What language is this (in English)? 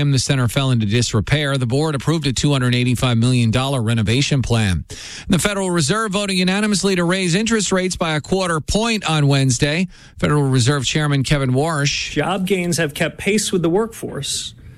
English